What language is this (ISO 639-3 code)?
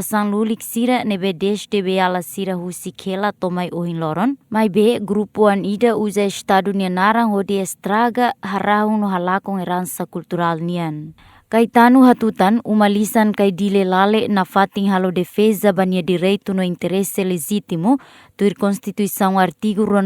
tet